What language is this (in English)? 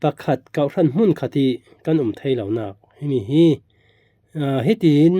Falam Chin